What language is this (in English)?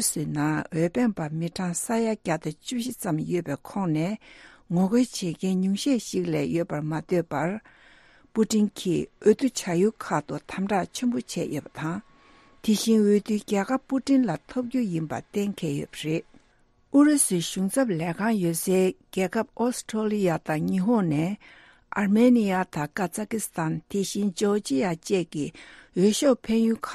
Tibetan